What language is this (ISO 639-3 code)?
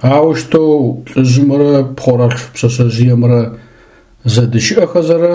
ady